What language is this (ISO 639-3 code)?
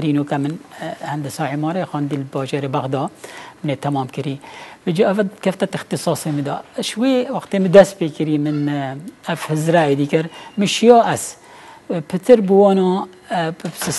kur